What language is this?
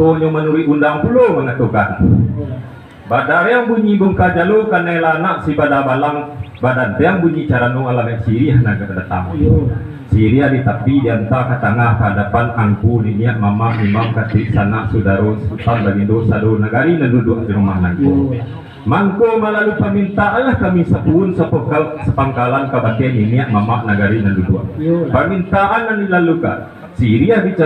Minangkabau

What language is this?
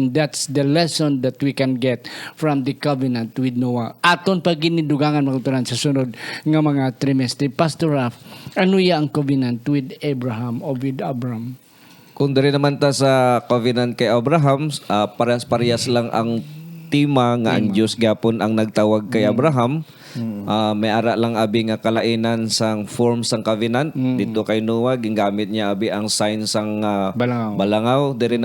Hiligaynon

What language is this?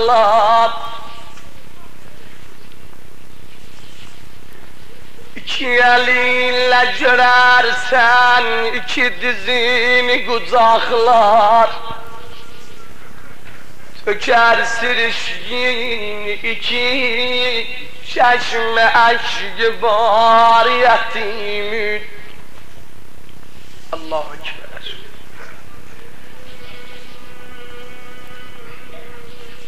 Turkish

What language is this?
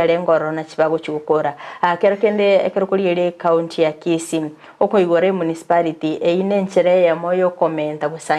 Gusii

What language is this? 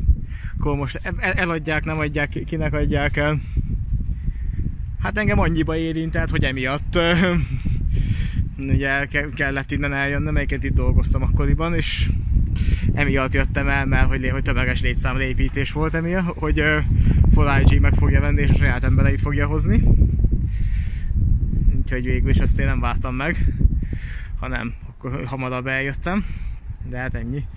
Hungarian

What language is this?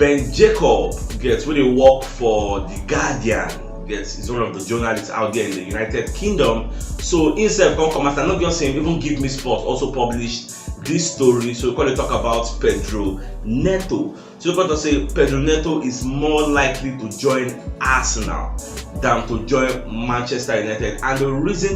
Nigerian Pidgin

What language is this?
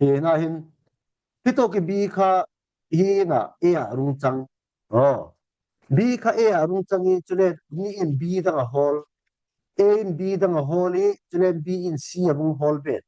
Falam Chin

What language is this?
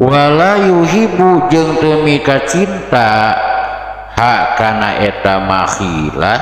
Sundanese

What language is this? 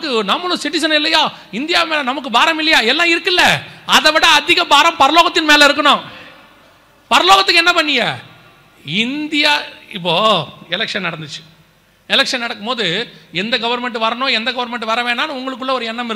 Tamil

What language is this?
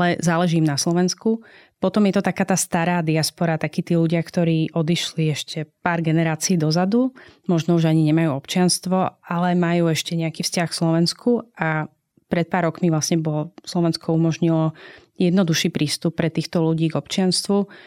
Slovak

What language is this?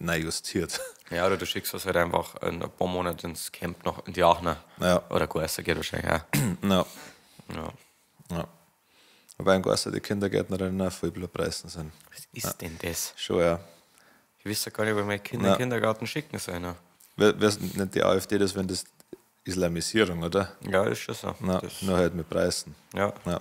Bavarian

